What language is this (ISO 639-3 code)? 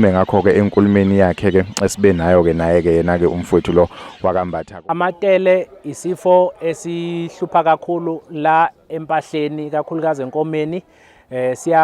zul